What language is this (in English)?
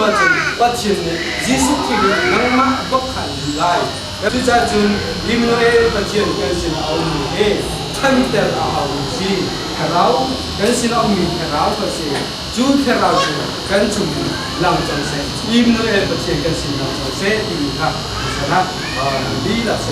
Hakha Chin